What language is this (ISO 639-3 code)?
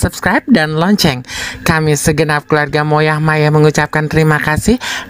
bew